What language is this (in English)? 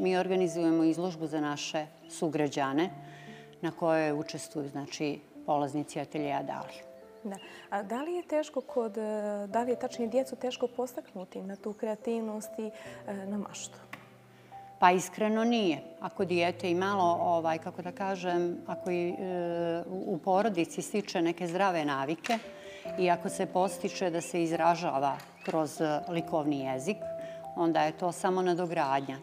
Bosnian